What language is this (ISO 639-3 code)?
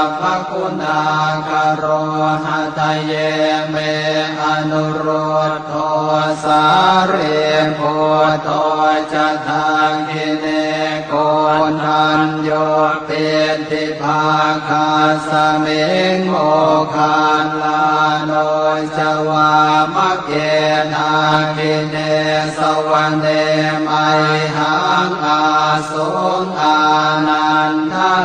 pli